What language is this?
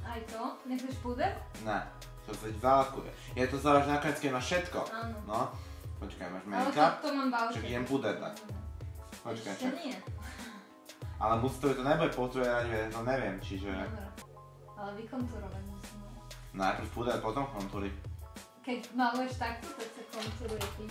Slovak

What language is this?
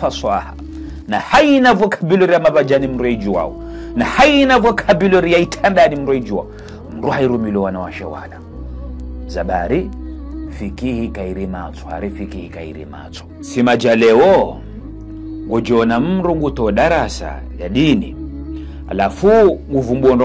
Ngazidja Comorian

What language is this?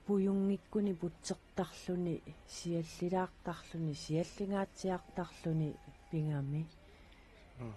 Kalaallisut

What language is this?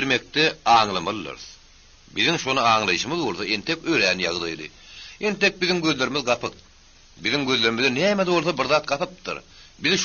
Turkmen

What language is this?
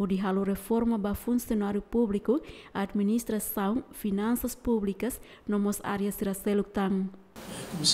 Tetum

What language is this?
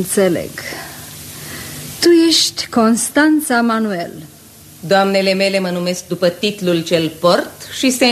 Romanian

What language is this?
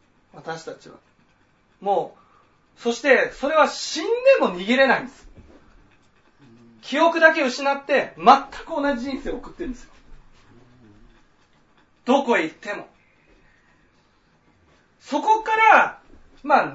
Japanese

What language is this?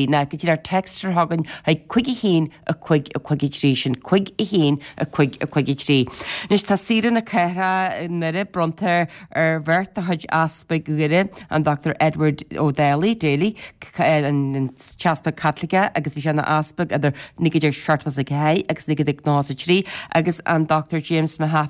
Irish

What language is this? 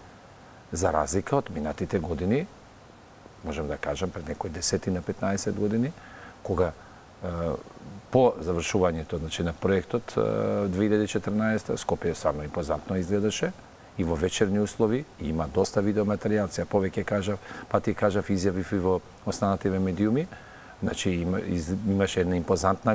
Macedonian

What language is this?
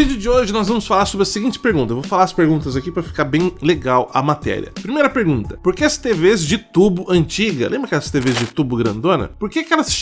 Portuguese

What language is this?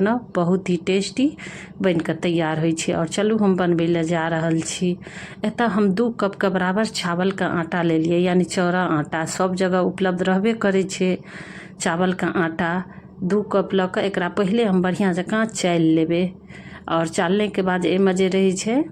Maithili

